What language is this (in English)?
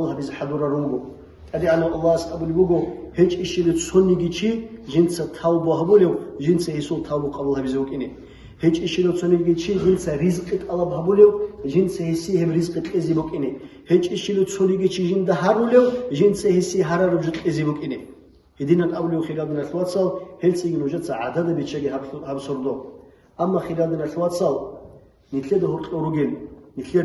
Avaric